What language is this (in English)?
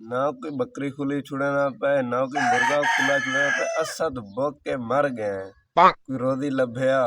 Saraiki